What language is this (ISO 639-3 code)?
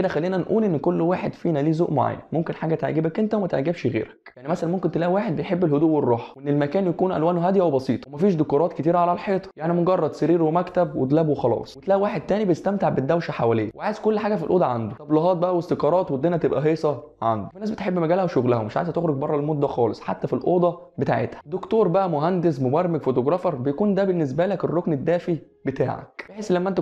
arz